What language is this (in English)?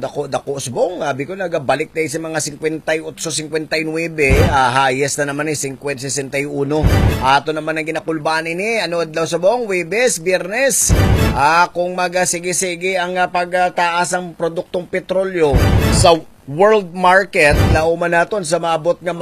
Hiligaynon